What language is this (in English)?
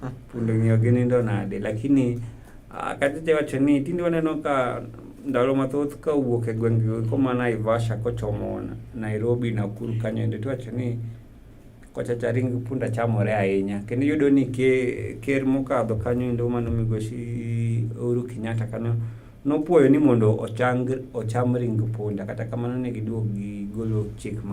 Luo (Kenya and Tanzania)